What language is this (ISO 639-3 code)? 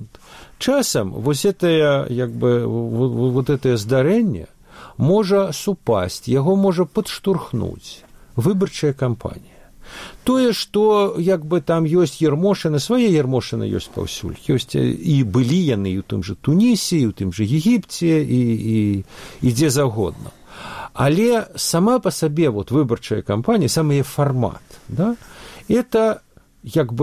bel